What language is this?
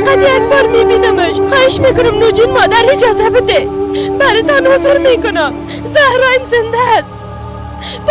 Persian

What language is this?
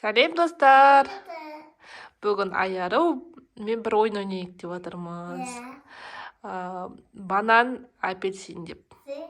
Kazakh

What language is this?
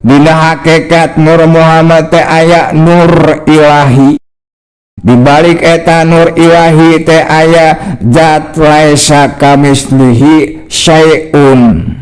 Sundanese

